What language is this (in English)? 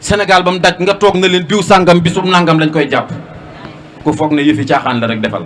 Wolof